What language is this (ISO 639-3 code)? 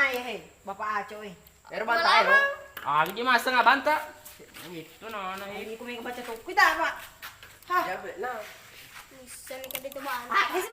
bug